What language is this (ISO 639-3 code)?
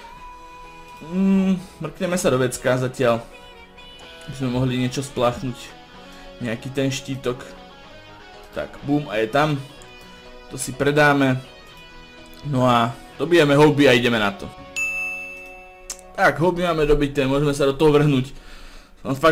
slk